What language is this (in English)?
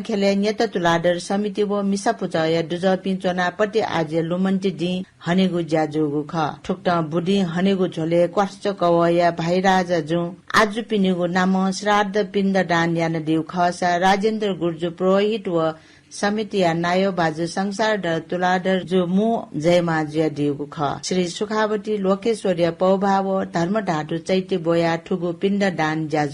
Newari